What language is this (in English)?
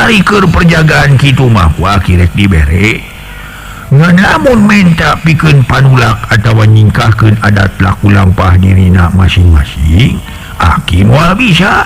Sundanese